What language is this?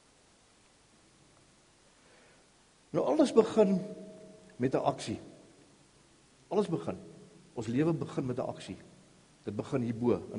Afrikaans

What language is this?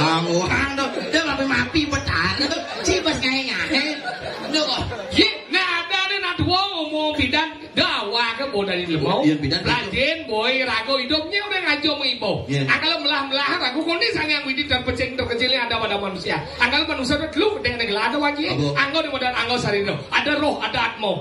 Balinese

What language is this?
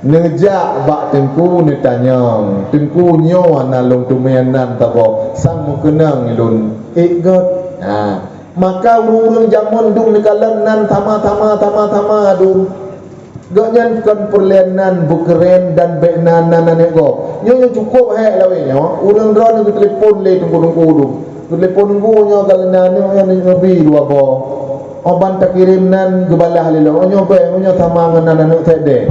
Achinese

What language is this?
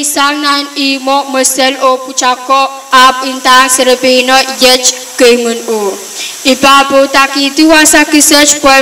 Pohnpeian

